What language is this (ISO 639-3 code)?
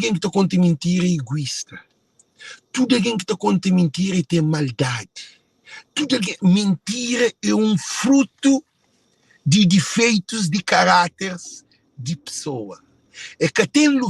kea